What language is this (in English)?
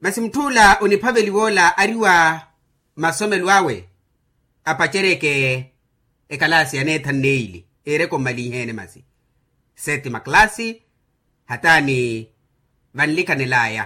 Makhuwa